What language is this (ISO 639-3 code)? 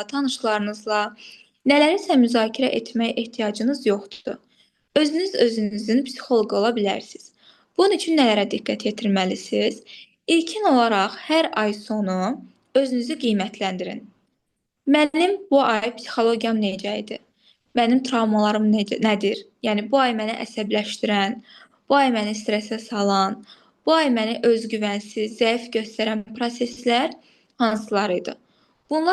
aze